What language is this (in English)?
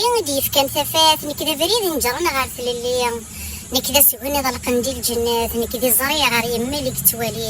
Kabyle